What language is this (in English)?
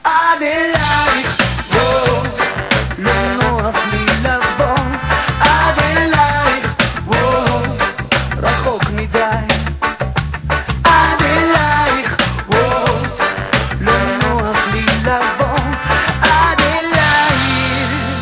Hebrew